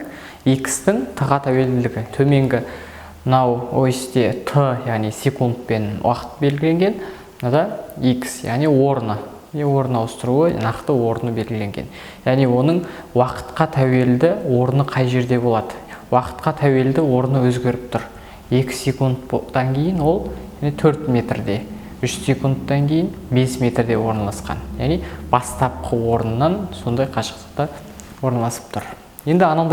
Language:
Kazakh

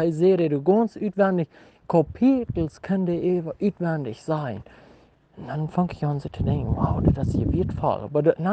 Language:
Plautdietsch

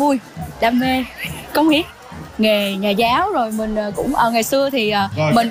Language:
Vietnamese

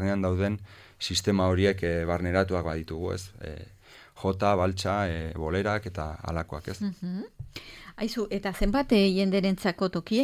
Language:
Basque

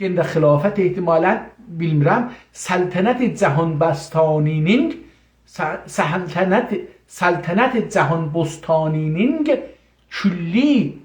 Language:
South Azerbaijani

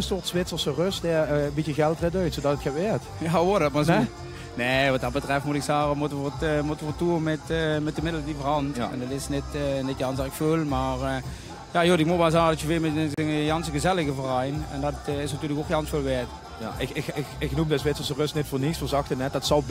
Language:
Limburgish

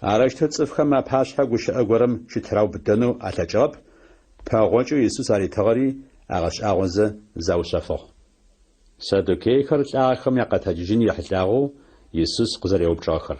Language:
Adyghe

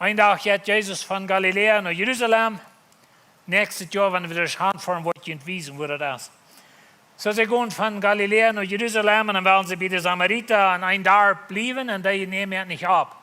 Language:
Plautdietsch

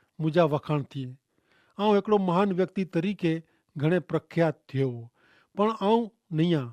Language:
Kachhi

